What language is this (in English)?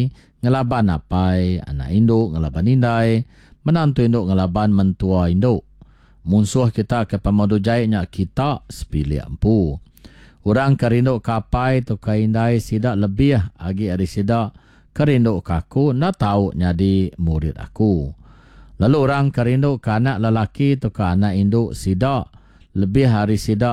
Iban